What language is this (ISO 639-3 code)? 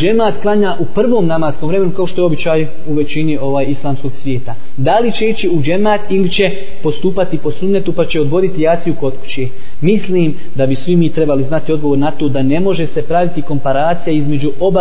bos